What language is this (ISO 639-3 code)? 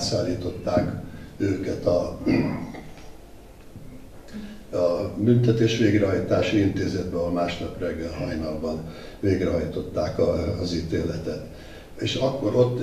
hun